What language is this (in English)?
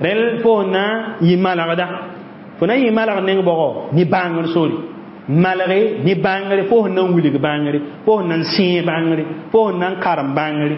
Mossi